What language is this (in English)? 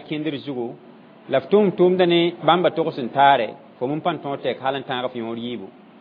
Mossi